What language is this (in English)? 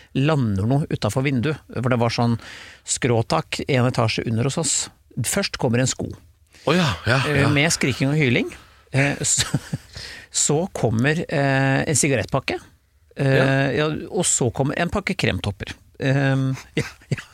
Norwegian